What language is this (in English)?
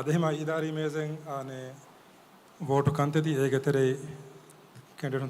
Divehi